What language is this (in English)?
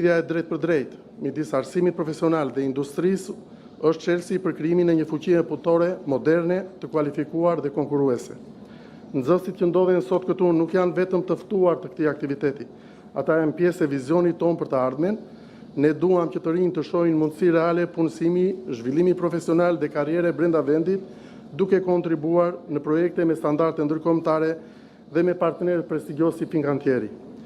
Albanian